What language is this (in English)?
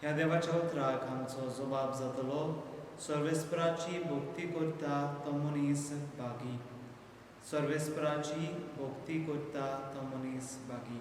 Konkani